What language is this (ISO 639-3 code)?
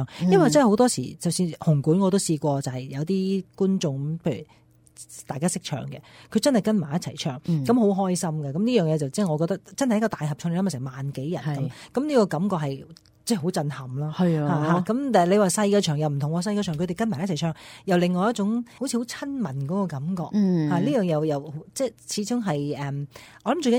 yue